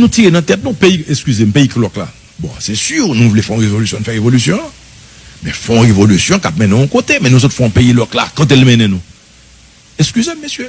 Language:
Haitian Creole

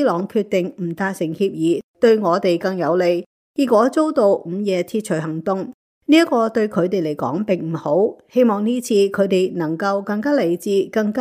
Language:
Cantonese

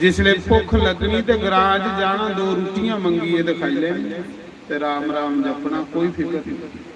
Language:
Dogri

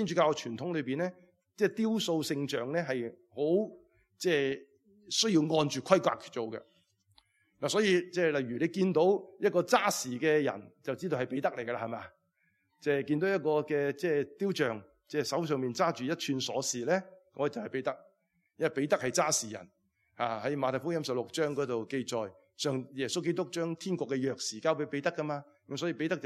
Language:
Cantonese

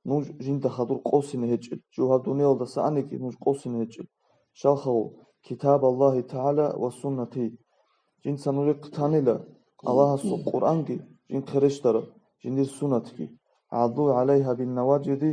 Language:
Avaric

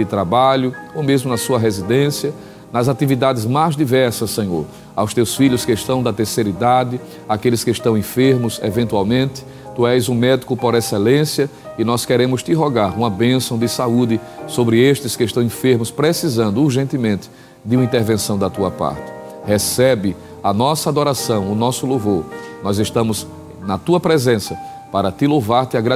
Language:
Portuguese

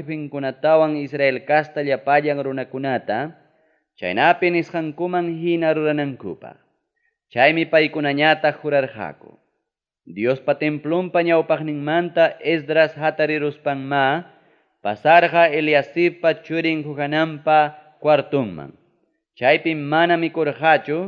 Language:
Ayacucho Quechua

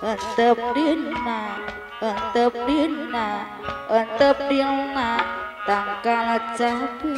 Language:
Betawi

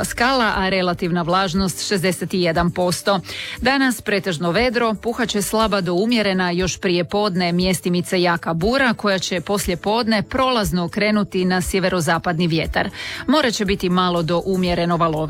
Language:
Croatian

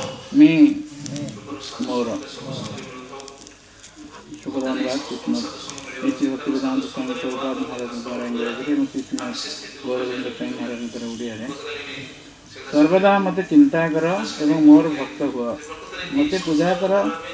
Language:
Odia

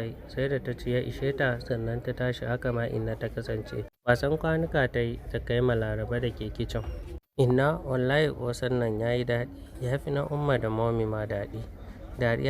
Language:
Hausa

